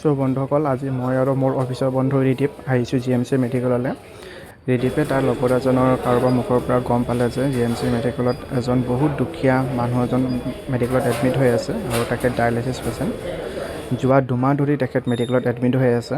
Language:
Assamese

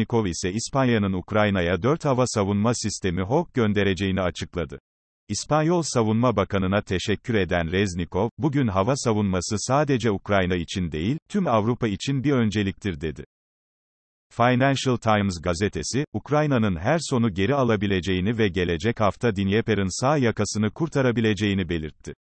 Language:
Turkish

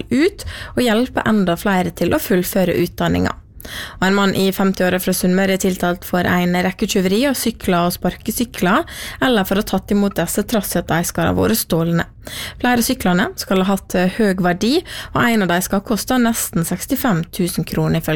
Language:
Norwegian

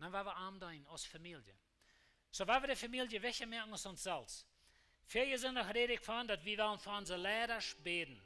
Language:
Plautdietsch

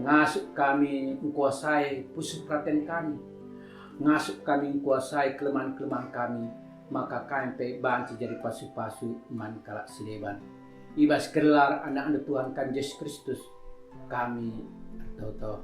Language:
Batak Karo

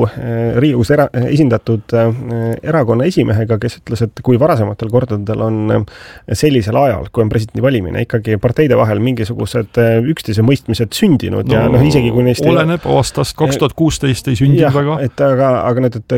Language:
Estonian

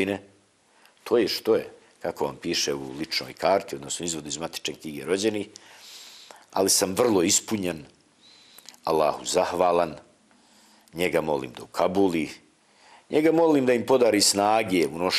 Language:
Bosnian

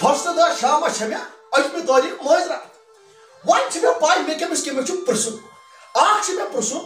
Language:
Kashmiri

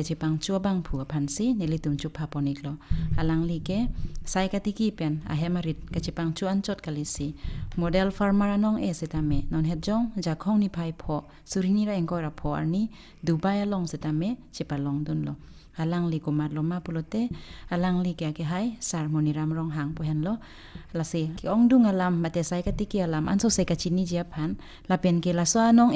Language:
Karbi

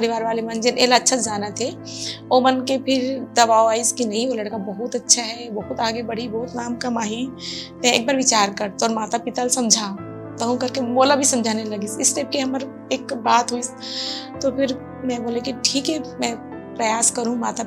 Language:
Chhattisgarhi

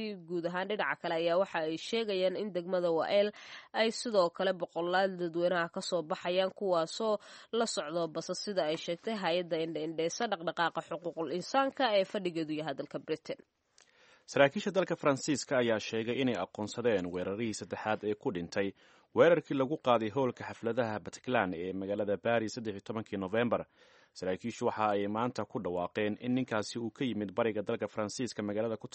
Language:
Somali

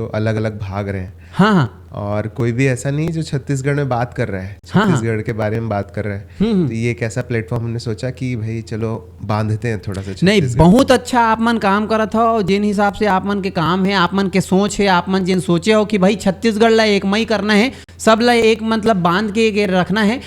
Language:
Chhattisgarhi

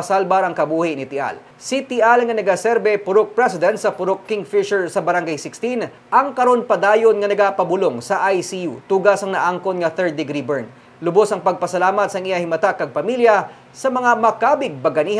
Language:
Hiligaynon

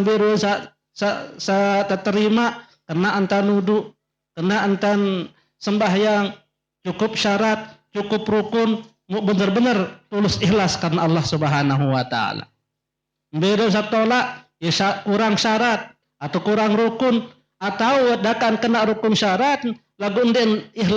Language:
Sasak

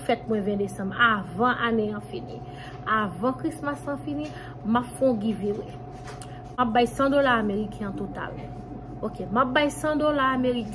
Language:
Haitian Creole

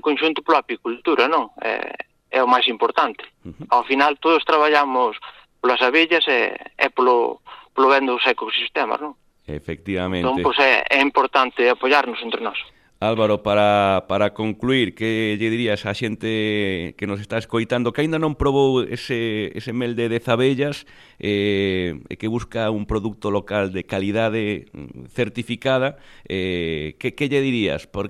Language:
Galician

